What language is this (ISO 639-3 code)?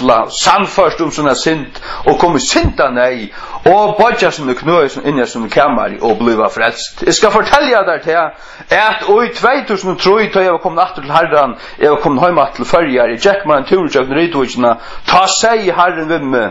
fao